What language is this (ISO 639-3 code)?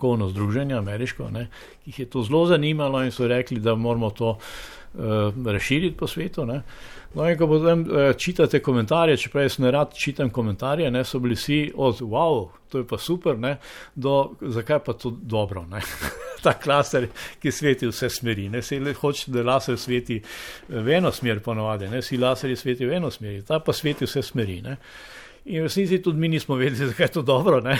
slv